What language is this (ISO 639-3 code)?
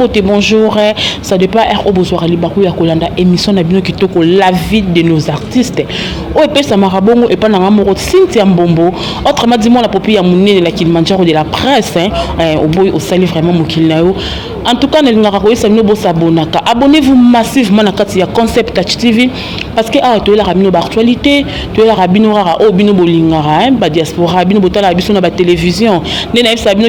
lin